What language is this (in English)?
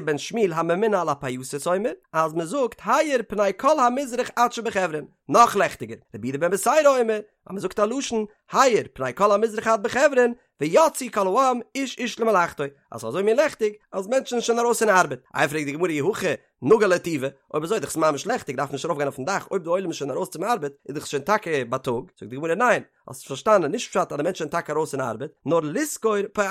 Yiddish